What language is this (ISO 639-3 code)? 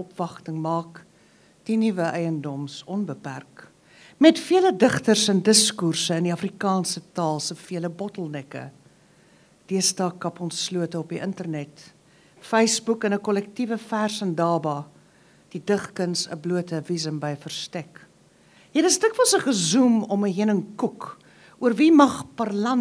afr